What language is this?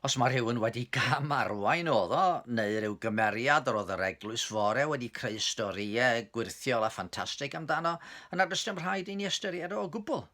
Welsh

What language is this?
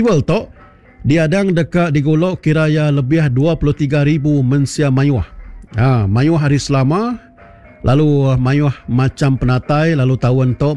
Iban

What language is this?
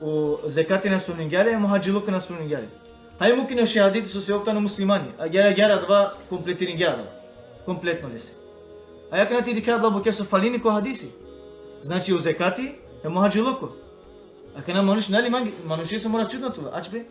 Balkan Romani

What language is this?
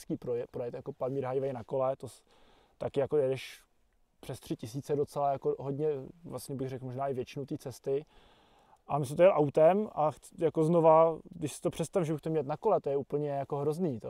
Czech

